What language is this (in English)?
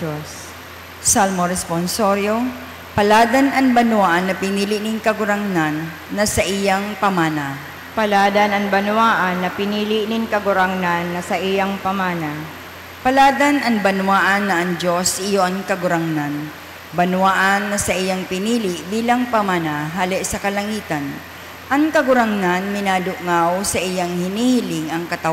Bikol